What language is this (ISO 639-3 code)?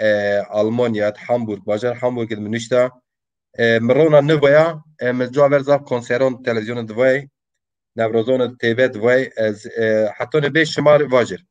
zza